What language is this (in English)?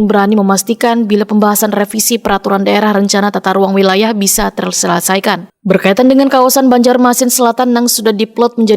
Banjar